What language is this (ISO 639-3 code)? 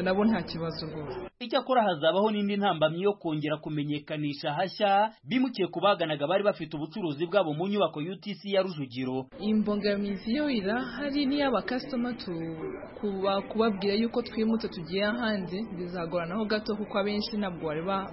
kin